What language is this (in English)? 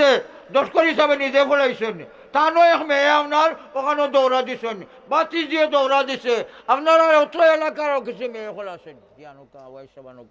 Sylheti